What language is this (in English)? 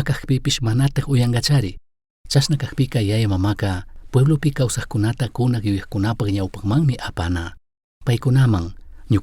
Chimborazo Highland Quichua